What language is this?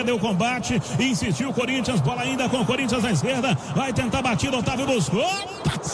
Portuguese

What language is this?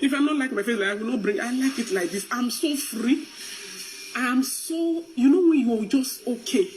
Nigerian Pidgin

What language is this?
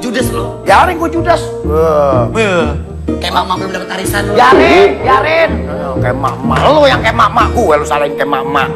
Betawi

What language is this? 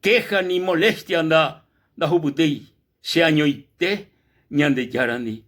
Guarani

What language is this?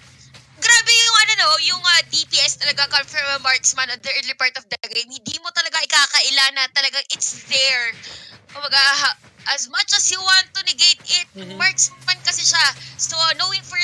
Filipino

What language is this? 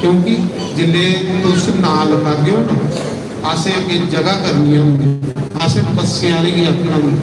Dogri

